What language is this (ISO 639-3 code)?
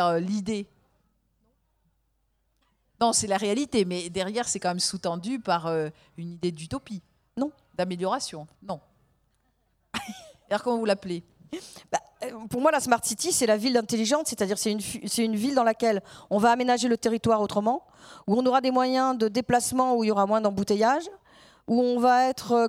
fra